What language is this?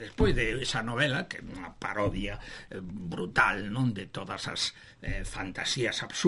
Galician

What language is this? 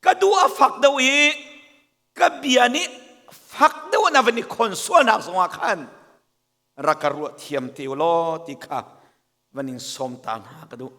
Hakha Chin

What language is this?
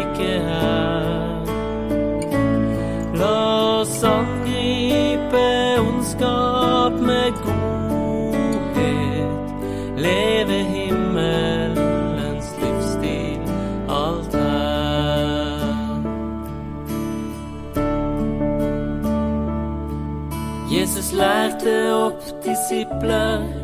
Norwegian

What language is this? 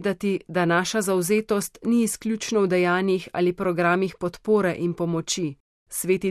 Slovenian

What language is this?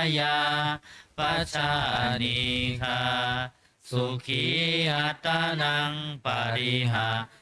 Pali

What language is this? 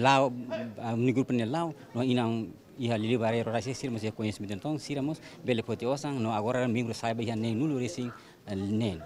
Tetum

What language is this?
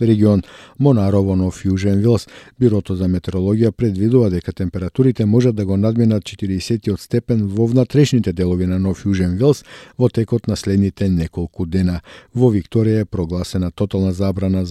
Macedonian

